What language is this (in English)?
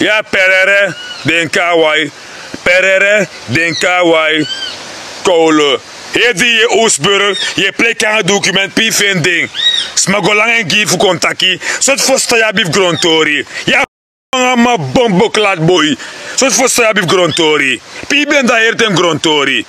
Sranan Tongo